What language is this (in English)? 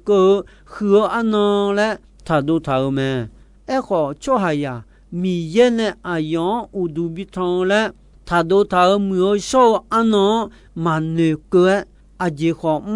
Akha